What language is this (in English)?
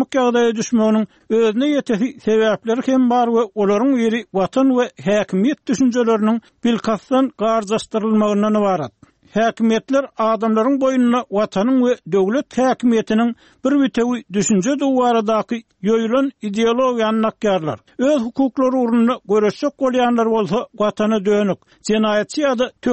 Turkmen